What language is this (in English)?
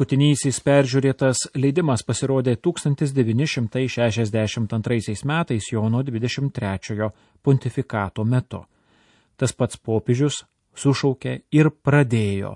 Lithuanian